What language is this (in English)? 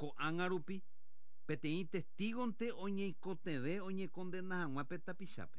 Guarani